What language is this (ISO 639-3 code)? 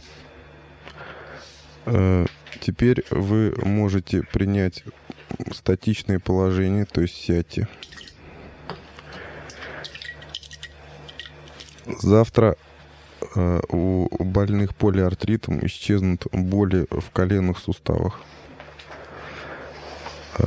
rus